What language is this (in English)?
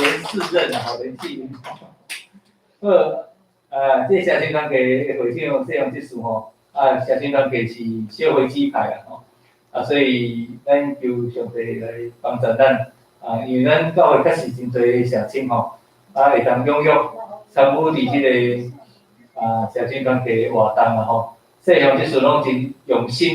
Min Nan Chinese